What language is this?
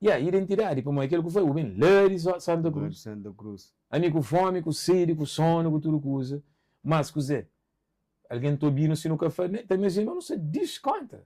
Kabuverdianu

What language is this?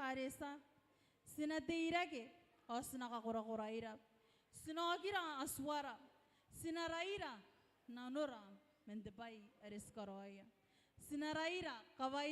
Gilbertese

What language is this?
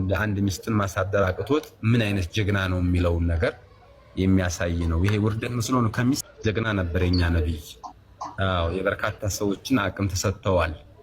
Amharic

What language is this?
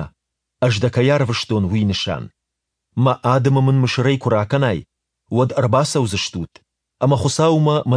Ossetic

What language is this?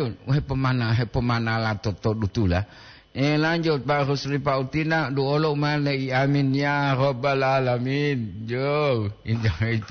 Gorontalo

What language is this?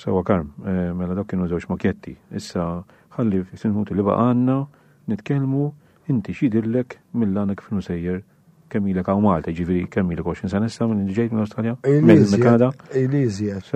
Maltese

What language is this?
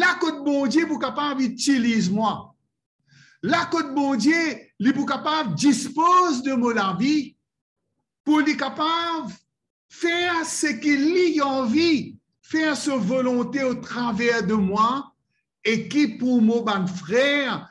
Morisyen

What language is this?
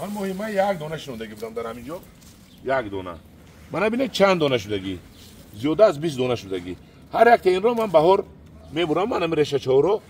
Tajik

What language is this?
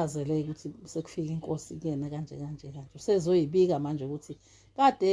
Zulu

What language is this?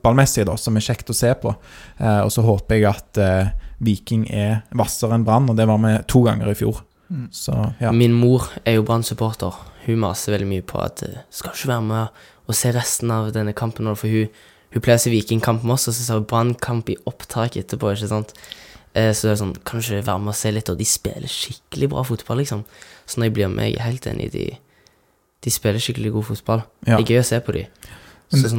Norwegian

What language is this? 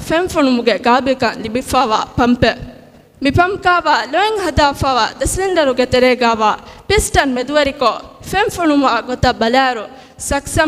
Divehi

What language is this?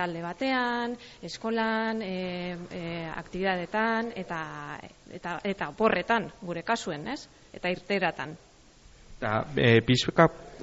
Basque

